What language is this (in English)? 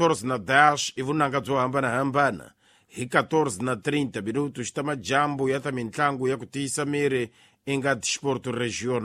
Tsonga